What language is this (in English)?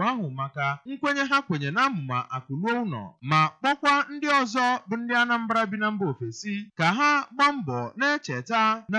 Igbo